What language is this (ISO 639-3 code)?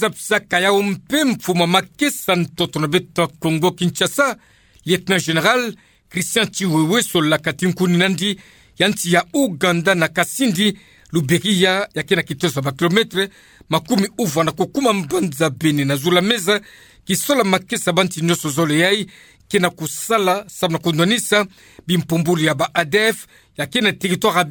ktu